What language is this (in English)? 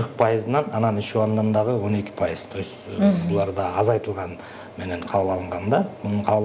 Kyrgyz